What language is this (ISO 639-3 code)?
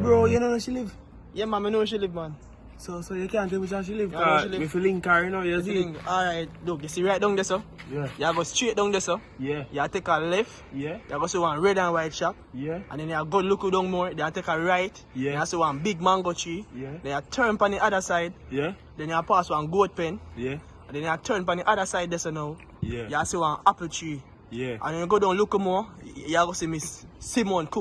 jam